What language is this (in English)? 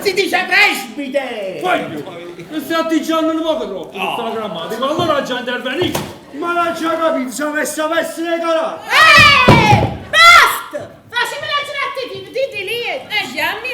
Neapolitan